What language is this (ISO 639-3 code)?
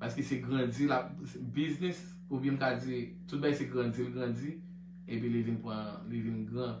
hat